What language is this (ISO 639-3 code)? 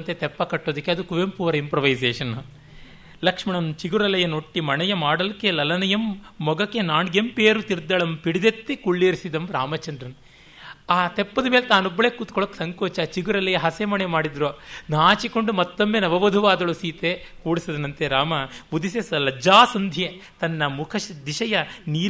kan